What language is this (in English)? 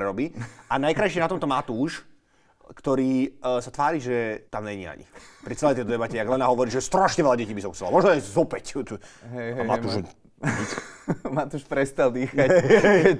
Slovak